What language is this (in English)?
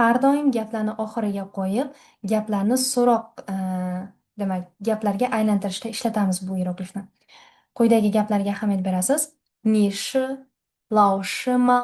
Uzbek